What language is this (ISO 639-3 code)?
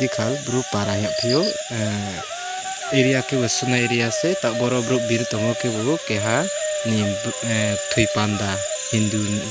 ria